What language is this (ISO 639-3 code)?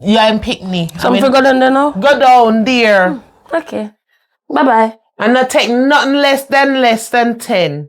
jam